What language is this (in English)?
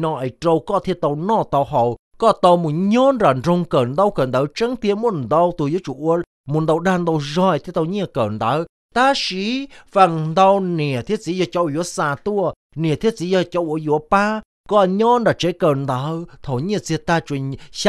Hmong